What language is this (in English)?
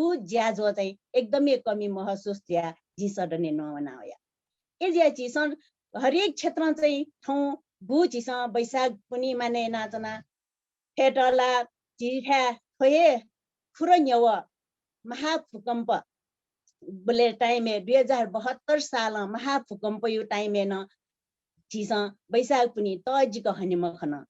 Newari